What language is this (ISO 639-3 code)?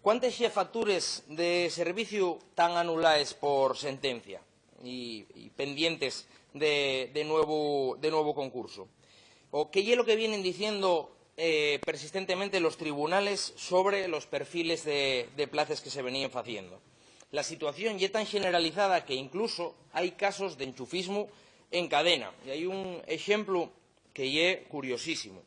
ast